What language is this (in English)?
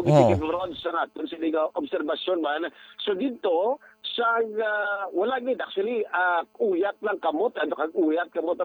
Hiligaynon